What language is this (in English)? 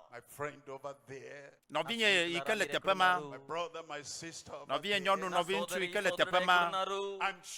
Ewe